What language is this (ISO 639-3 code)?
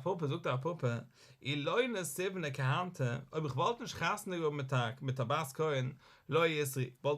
yid